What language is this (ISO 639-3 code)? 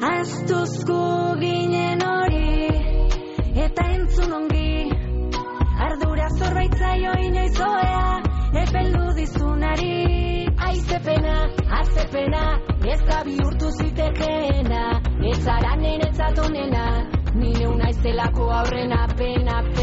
eus